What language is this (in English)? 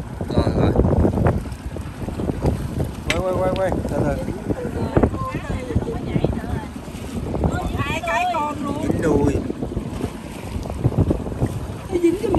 Vietnamese